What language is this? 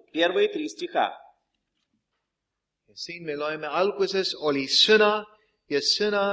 Estonian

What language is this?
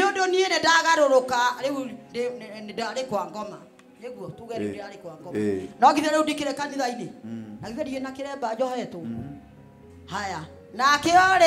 Kikuyu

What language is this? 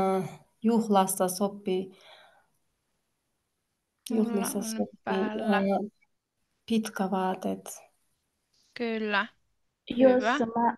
Finnish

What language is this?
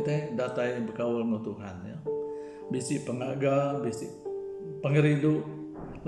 Iban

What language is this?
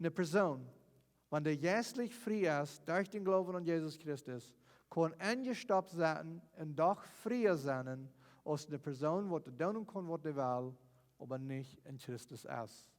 Plautdietsch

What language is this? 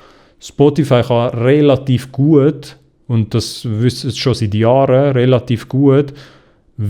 Swiss German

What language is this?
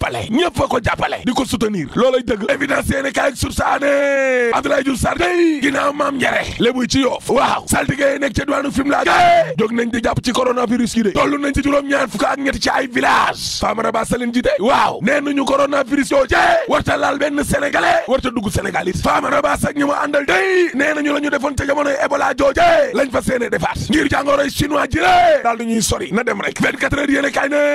Wolof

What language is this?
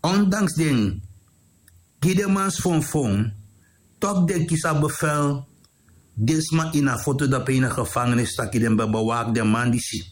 Sranan Tongo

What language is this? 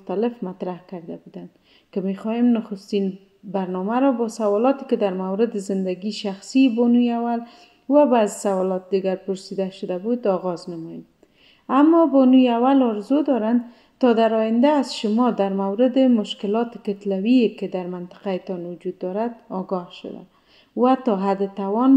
Persian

